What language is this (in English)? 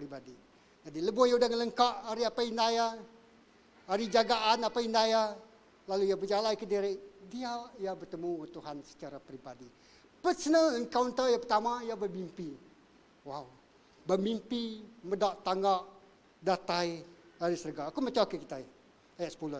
Iban